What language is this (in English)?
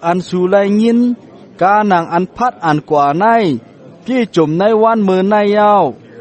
Shan